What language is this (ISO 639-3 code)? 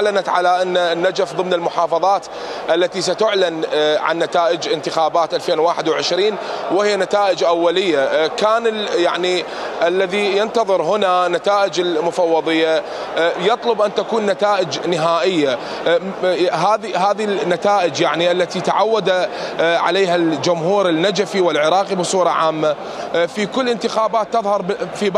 acm